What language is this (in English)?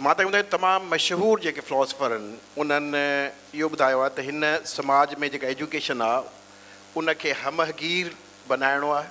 Sindhi